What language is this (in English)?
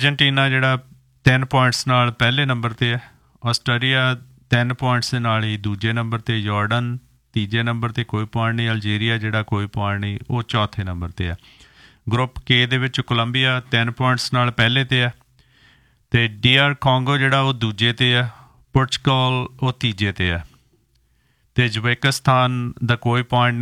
Punjabi